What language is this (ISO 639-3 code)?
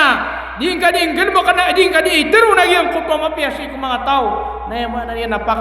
mrw